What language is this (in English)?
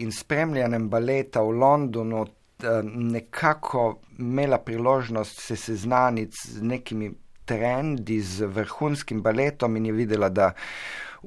Slovenian